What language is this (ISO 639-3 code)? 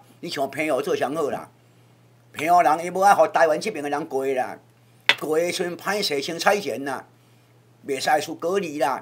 nan